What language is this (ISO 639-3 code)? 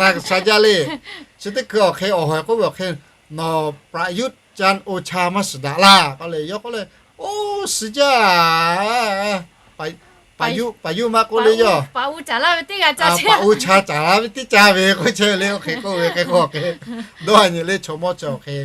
lhu